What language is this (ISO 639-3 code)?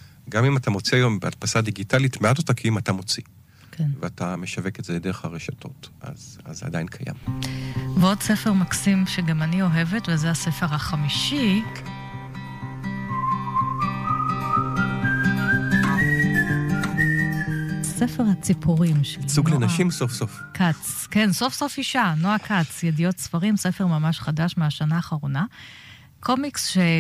heb